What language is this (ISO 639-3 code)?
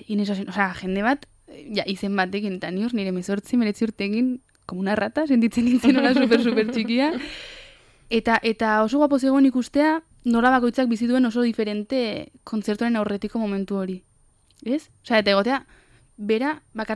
eus